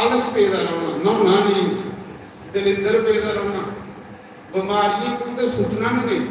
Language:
Dogri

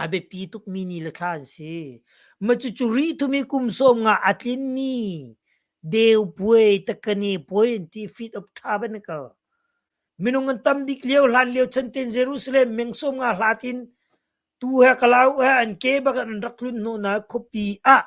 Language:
Hakha Chin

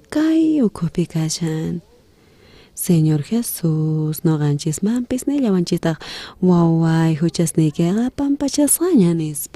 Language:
South Bolivian Quechua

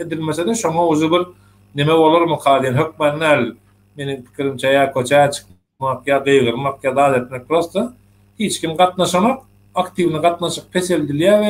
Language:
Turkmen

